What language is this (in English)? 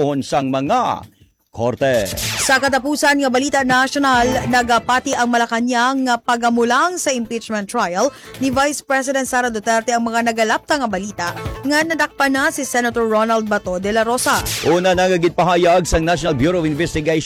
Hiligaynon